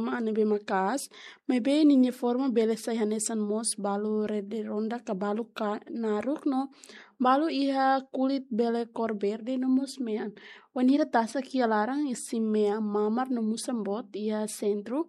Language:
Tetum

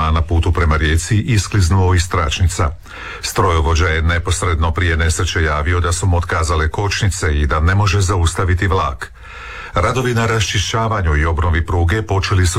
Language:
Croatian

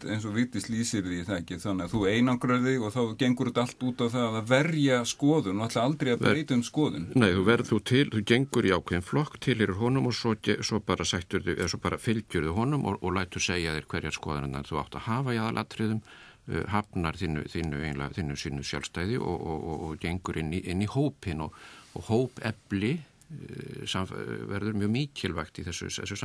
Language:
Icelandic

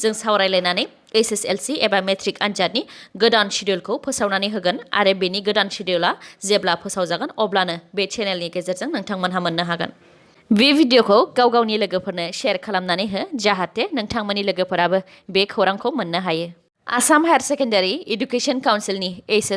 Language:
Bodo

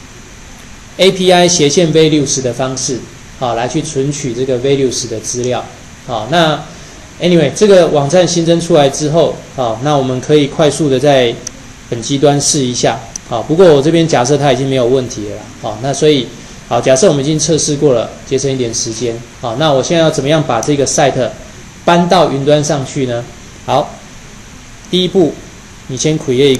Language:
Chinese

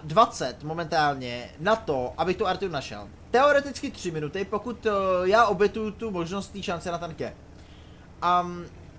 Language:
Czech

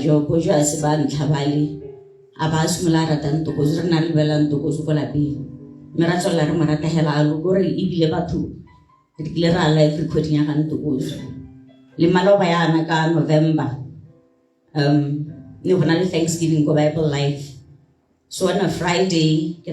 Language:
Tswana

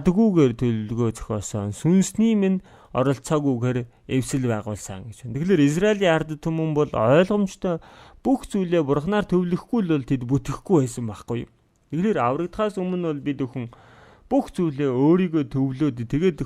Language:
Mongolian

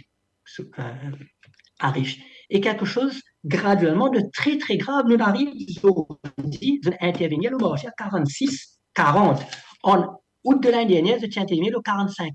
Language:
Morisyen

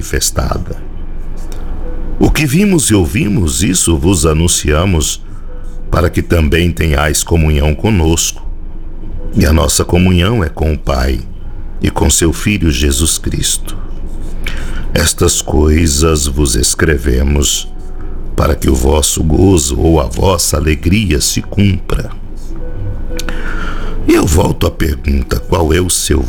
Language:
Portuguese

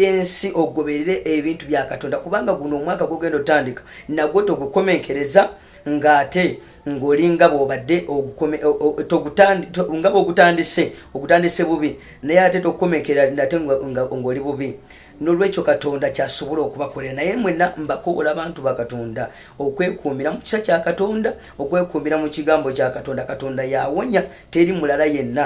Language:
Ganda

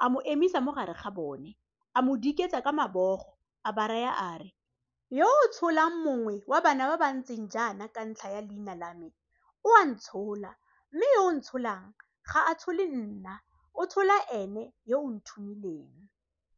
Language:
Tswana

